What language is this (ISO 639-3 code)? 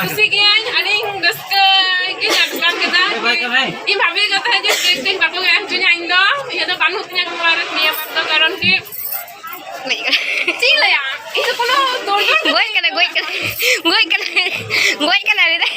sat